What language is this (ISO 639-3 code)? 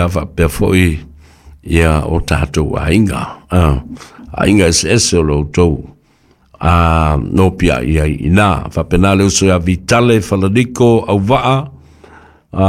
smo